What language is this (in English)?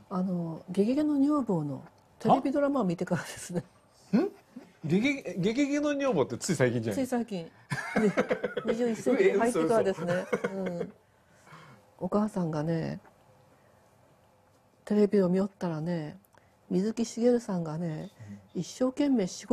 Japanese